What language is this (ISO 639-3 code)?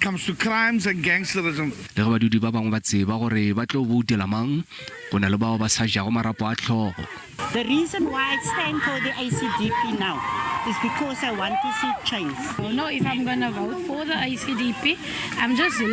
nso